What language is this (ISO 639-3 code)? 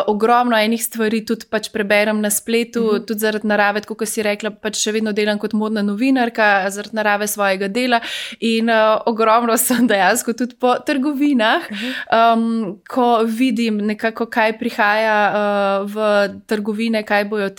slv